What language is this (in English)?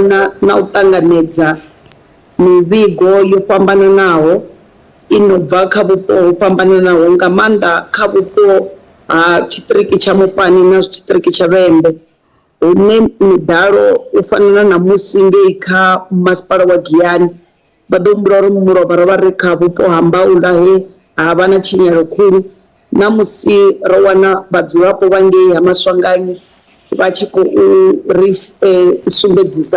Venda